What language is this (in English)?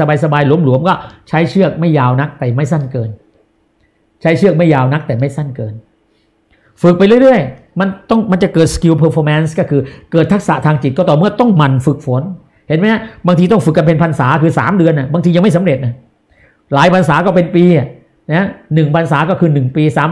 Thai